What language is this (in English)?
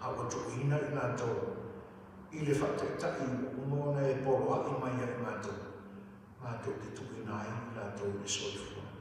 Samoan